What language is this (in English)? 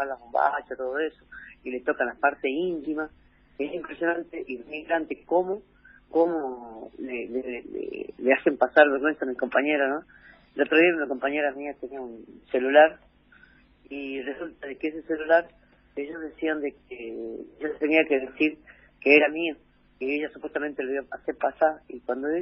Spanish